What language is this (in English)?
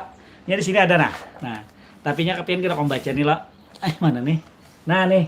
Banjar